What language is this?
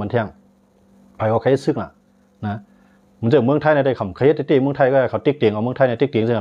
Shan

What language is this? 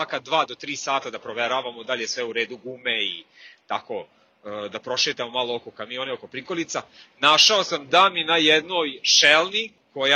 Serbian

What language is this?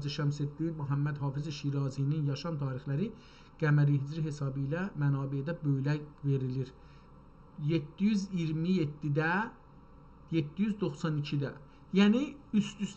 South Azerbaijani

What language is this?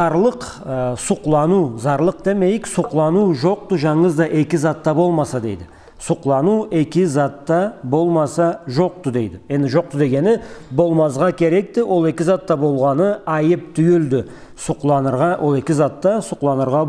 Karachay-Balkar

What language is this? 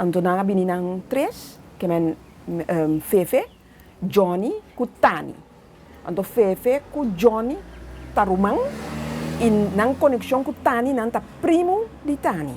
Papiamento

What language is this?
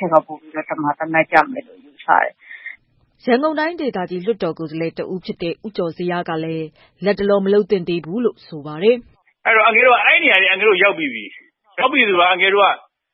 Burmese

